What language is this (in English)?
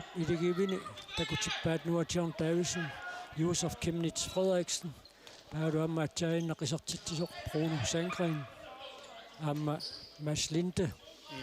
Kalaallisut